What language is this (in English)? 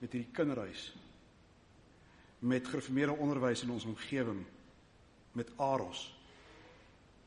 Afrikaans